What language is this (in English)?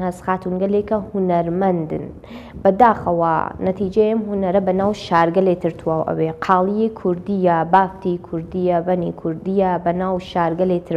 Central Kurdish